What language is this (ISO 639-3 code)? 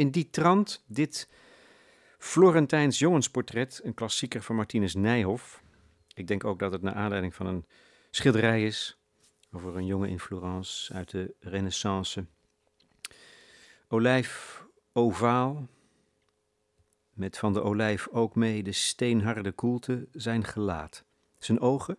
nld